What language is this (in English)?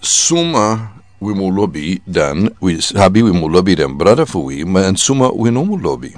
Sranan Tongo